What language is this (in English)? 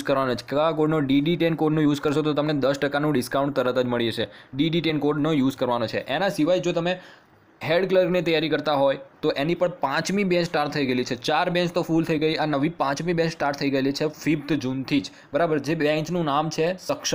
Gujarati